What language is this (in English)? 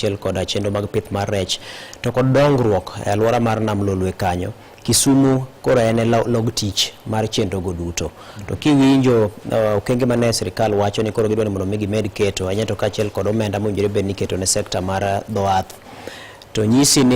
Luo (Kenya and Tanzania)